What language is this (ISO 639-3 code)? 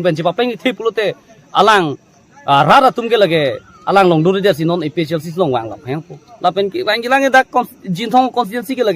mjw